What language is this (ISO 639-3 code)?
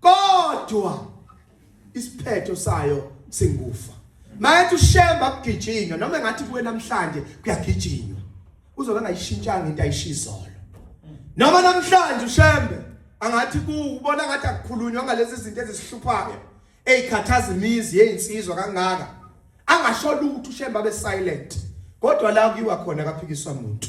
zul